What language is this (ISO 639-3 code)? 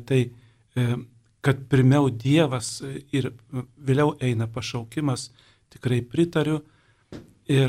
lit